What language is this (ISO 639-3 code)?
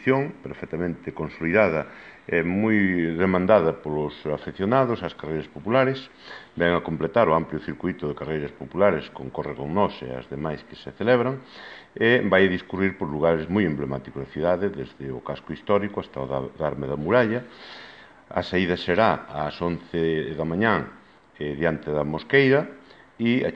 glg